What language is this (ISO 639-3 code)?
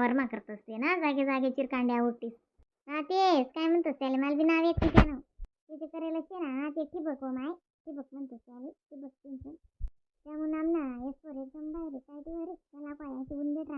khn